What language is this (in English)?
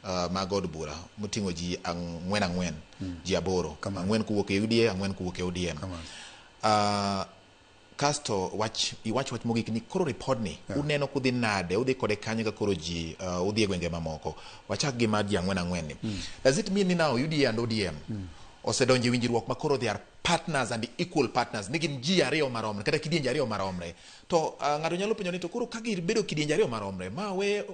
Luo (Kenya and Tanzania)